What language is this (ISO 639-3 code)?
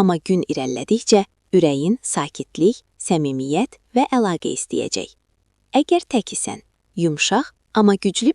aze